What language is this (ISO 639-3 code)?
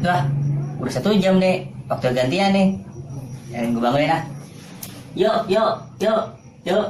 bew